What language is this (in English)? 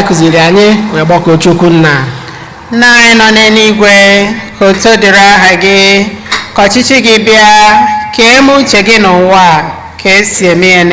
Igbo